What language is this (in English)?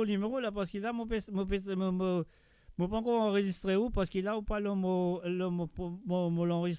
Morisyen